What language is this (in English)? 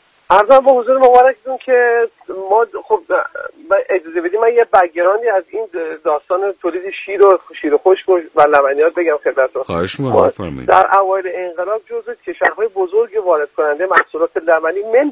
Persian